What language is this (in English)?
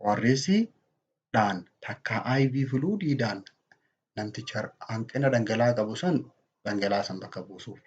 Oromo